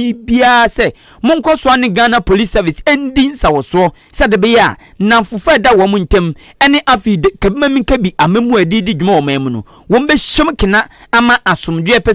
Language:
Akan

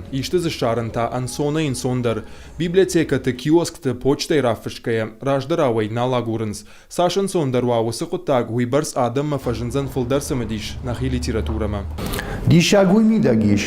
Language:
Ossetic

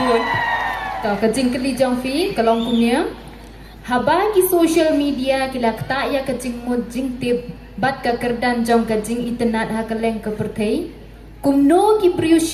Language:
Khasi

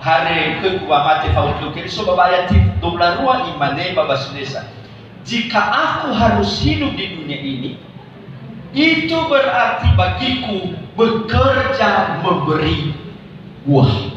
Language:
Nias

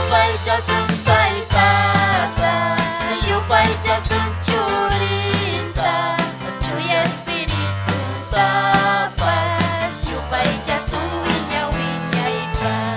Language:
Ayacucho Quechua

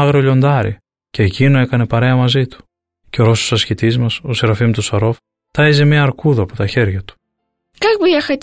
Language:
Greek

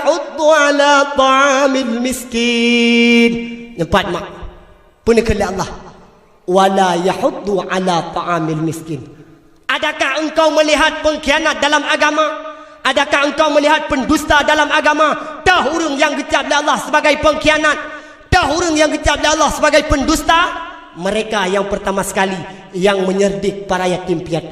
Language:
Achinese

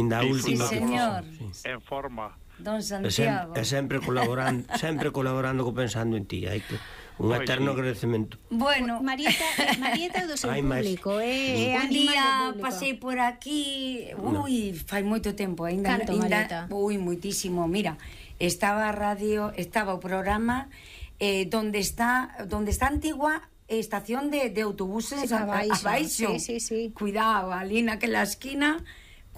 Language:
Galician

